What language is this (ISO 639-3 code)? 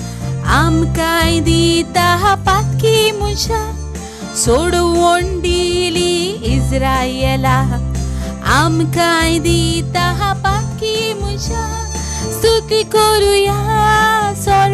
kok